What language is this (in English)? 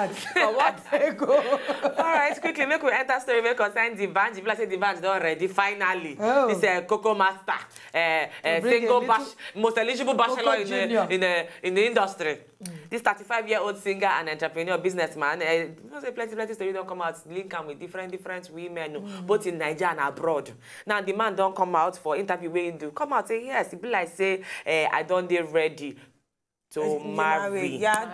Nigerian Pidgin